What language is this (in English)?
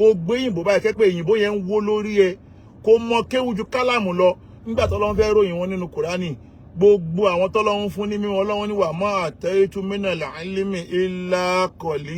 Yoruba